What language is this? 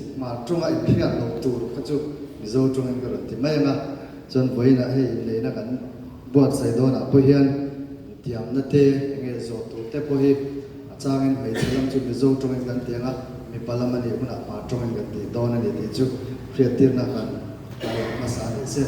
Hmar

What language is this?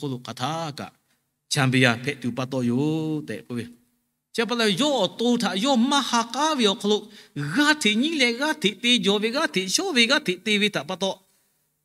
Lahu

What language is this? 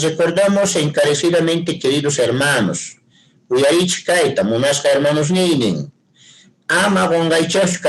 Quechua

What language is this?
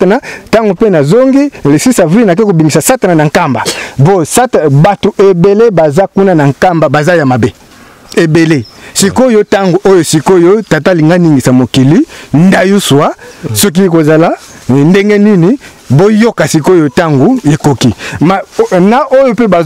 Lingala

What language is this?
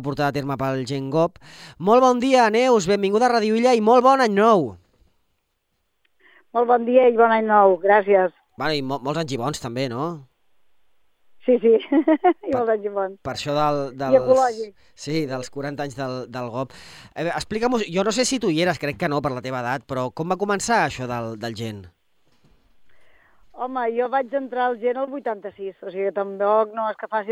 Catalan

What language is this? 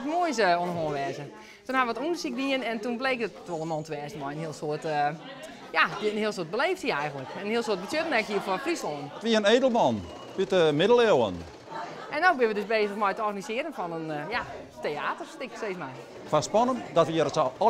Western Frisian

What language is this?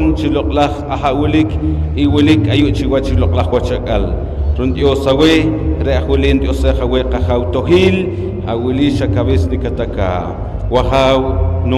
Poqomchi'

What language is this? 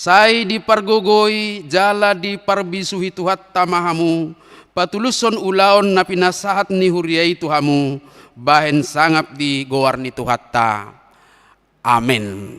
Batak Toba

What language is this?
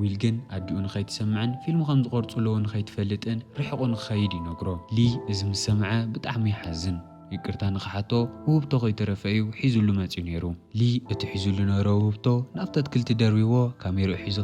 Tigrinya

